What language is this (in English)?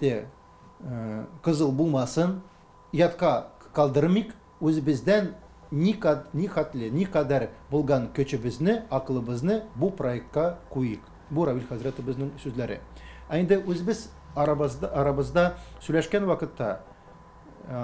Tatar